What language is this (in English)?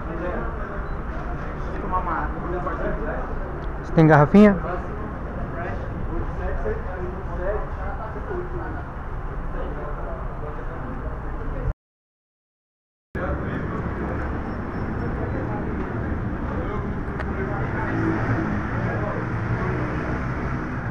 Portuguese